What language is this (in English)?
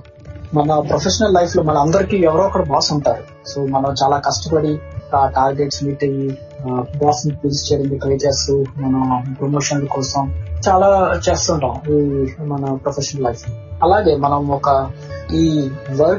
Telugu